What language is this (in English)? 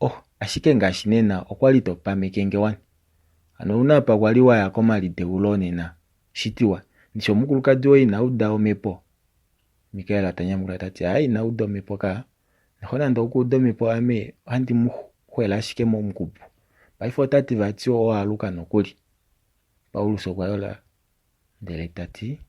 Kuanyama